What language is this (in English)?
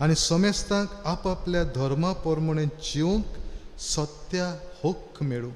Konkani